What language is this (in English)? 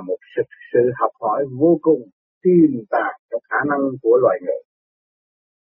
Vietnamese